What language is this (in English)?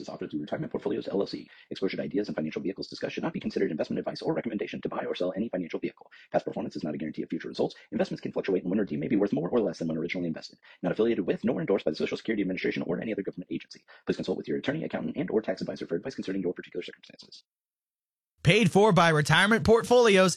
English